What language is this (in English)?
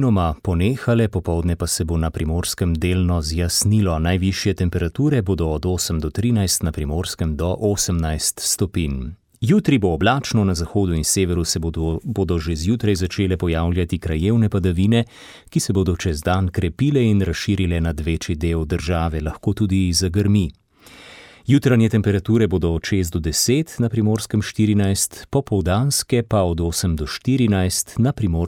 Slovenian